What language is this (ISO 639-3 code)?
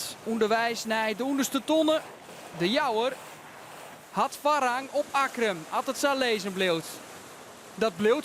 fry